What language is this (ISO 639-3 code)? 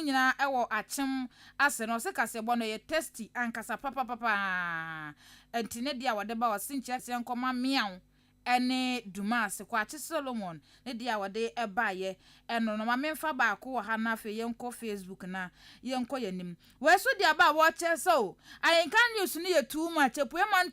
aka